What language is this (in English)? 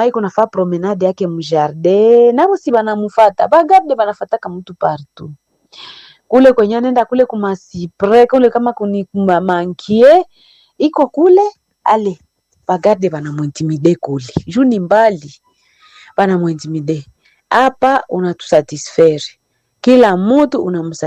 Swahili